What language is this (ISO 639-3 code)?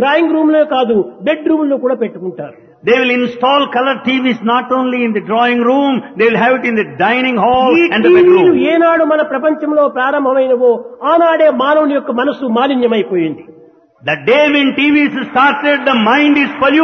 tel